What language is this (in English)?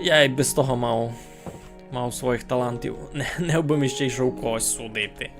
Rusyn